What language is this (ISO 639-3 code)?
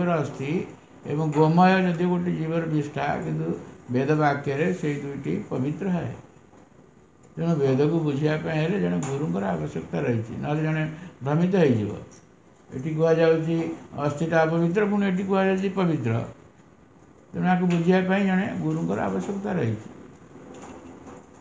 ori